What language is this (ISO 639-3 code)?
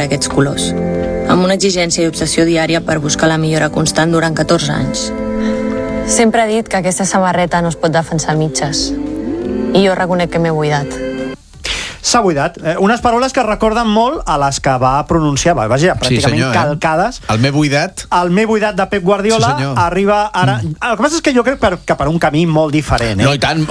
cat